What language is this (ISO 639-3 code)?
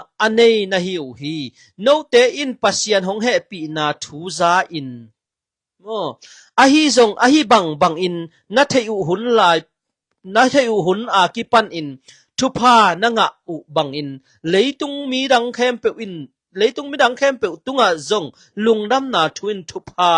ctd